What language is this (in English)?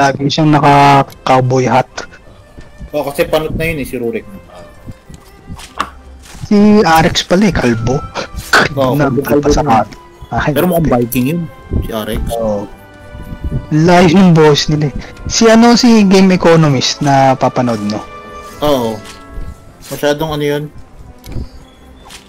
Filipino